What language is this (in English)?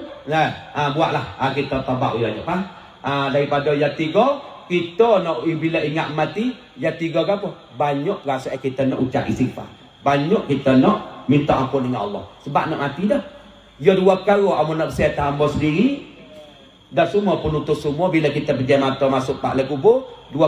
Malay